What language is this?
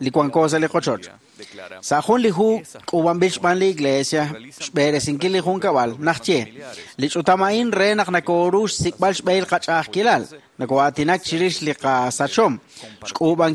Kekchí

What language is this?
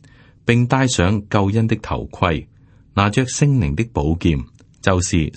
Cantonese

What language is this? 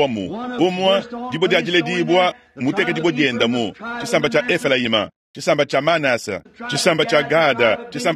Luba-Lulua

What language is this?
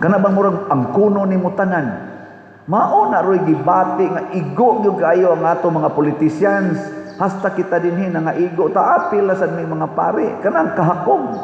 Cebuano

